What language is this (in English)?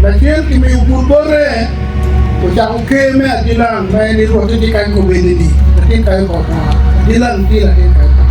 Acoli